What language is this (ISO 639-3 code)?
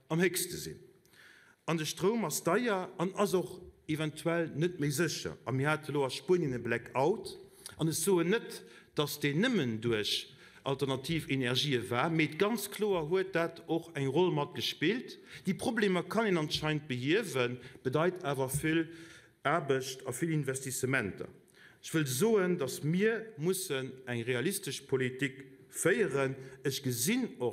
ltz